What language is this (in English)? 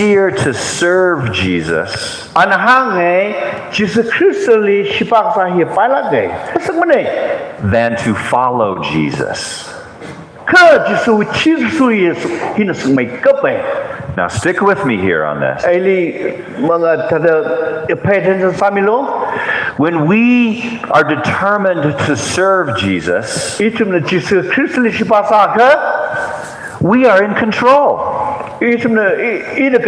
Tangkhul Naga (India)